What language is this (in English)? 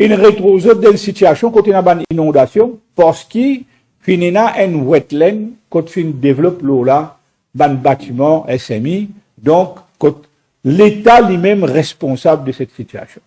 Morisyen